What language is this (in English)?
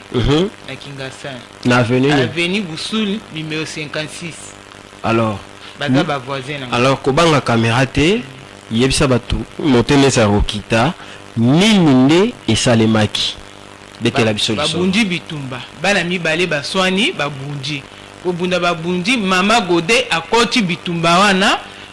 Lingala